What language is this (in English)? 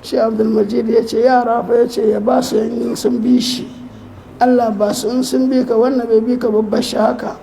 Hausa